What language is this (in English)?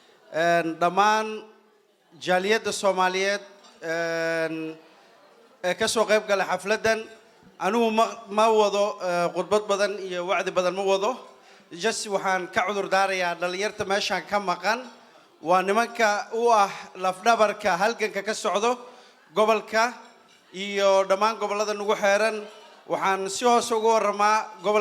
Somali